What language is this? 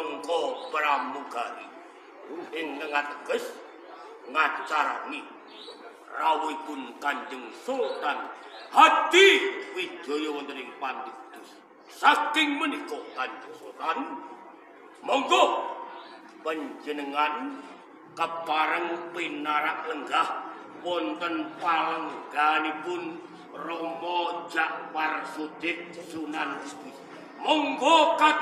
Javanese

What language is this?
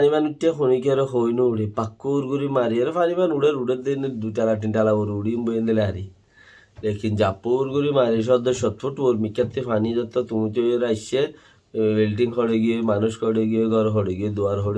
Rohingya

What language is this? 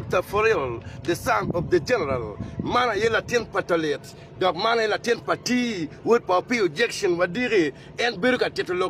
Acoli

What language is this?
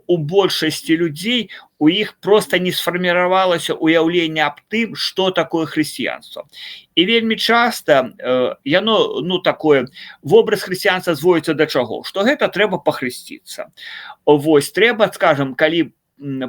Belarusian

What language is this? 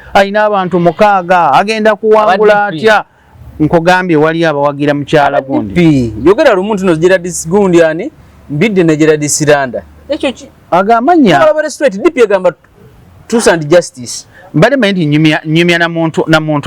Ganda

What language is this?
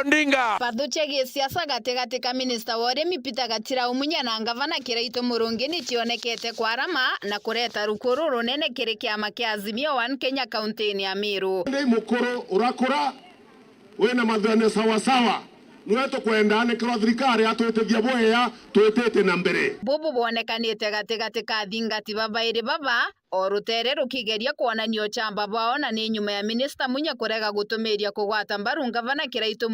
Meru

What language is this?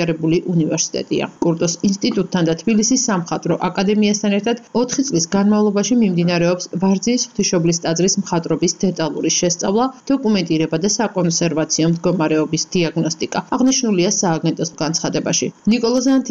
Georgian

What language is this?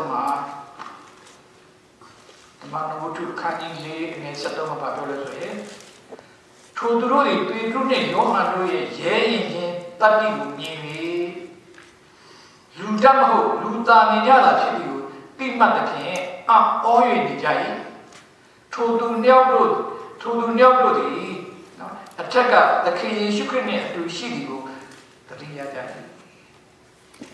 Burmese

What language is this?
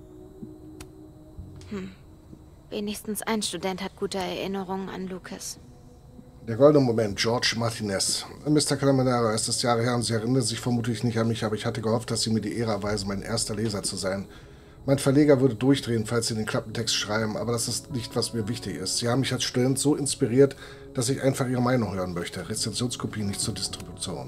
German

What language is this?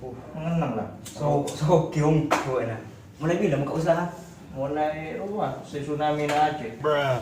Madurese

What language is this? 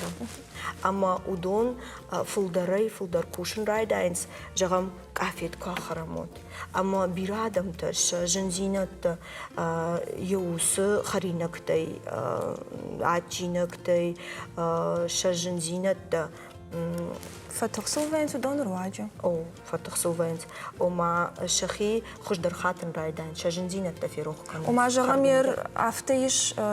Ossetic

